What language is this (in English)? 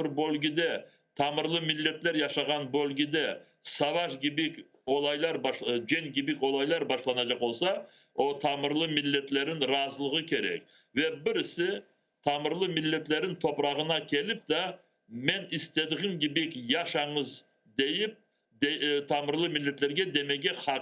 Crimean Tatar